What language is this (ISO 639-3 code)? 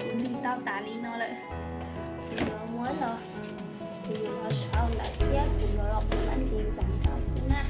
hmn